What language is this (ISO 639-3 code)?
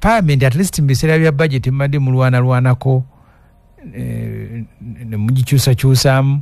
lug